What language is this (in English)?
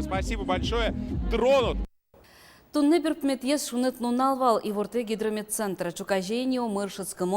Udmurt